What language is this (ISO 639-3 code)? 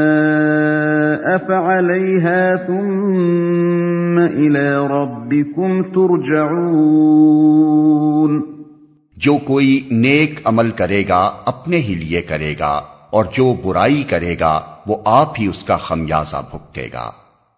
urd